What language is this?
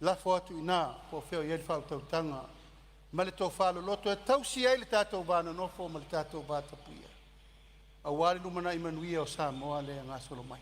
Samoan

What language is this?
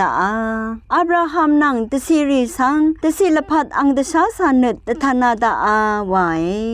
Rawang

